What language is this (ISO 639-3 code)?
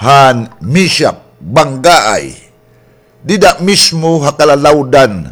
war